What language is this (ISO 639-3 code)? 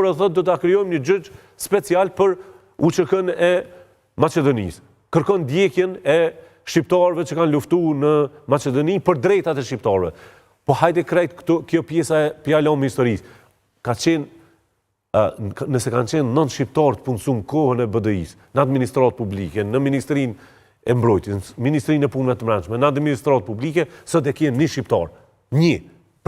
sqi